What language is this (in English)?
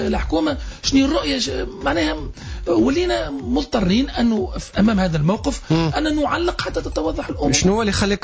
Tunisian Arabic